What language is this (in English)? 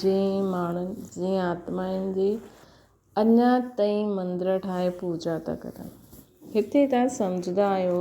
Sindhi